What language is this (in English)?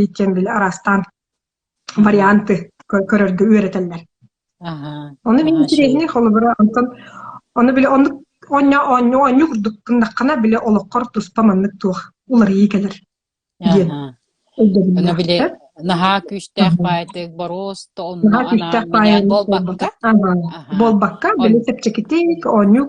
Yakut